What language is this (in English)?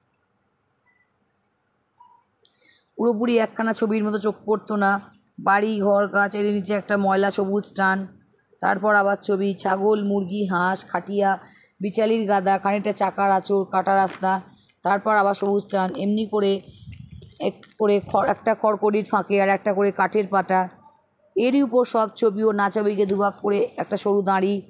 Bangla